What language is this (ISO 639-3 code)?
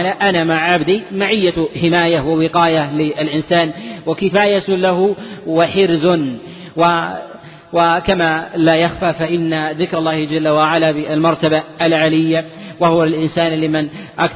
ara